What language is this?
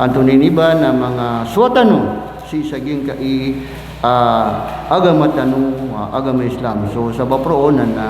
Maranao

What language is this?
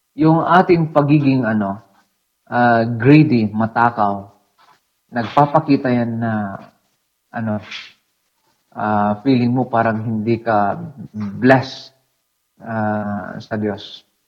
Filipino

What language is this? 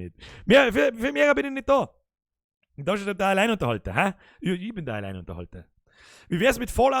Bavarian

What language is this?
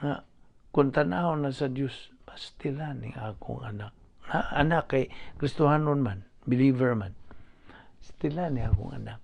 Cebuano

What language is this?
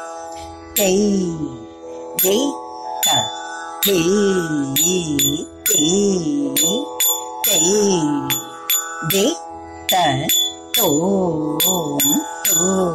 Malayalam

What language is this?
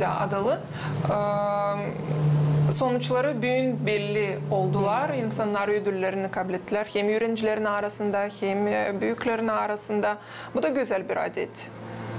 Gagauz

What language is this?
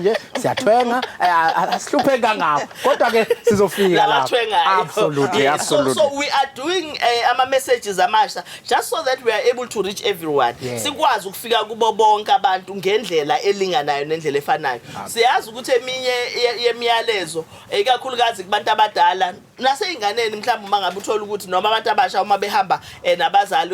Zulu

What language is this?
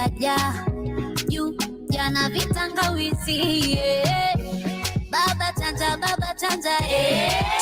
Masai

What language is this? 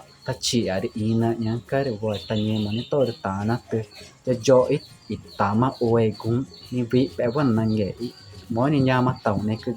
Ticuna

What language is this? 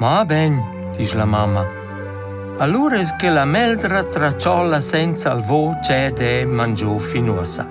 Romansh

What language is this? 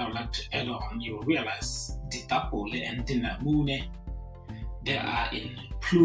Tswana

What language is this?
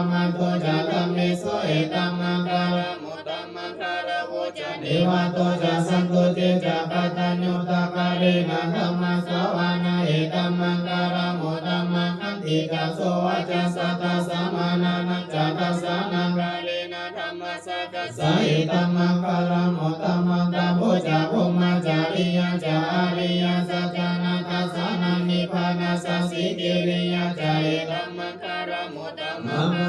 Pali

